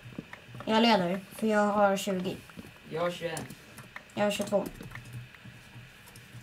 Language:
Swedish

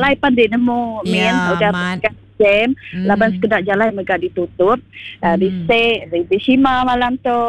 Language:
Iban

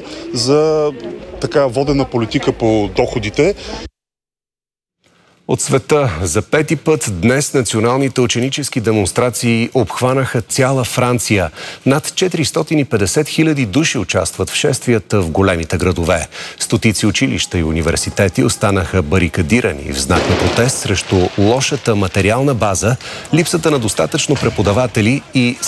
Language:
Bulgarian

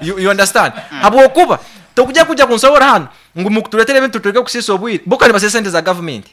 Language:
Nyankole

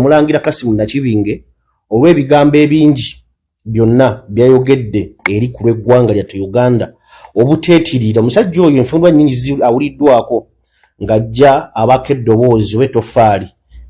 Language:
Ganda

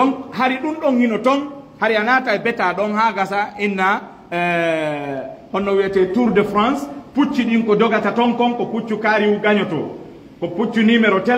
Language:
Fula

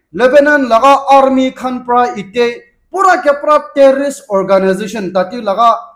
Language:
Naga Pidgin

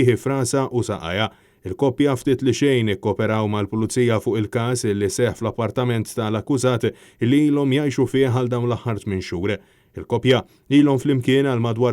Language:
Maltese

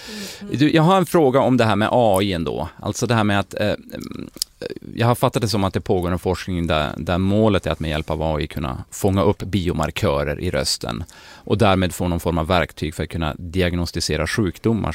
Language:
Swedish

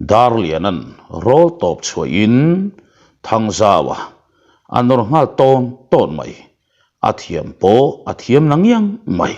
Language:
Mizo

